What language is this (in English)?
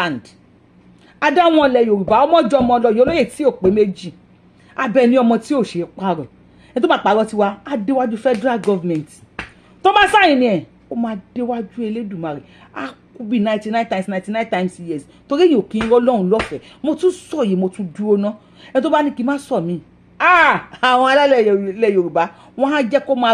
Yoruba